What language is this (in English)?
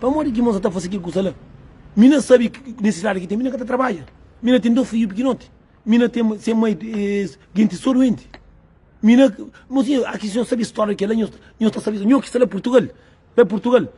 Kabuverdianu